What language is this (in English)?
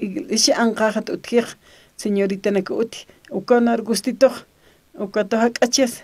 Aymara